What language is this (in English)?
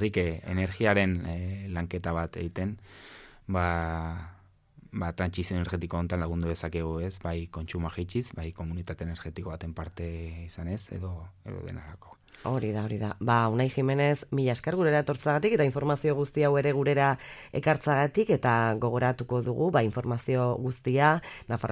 Basque